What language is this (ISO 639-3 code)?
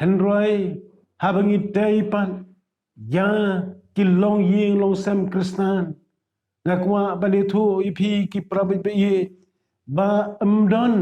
kha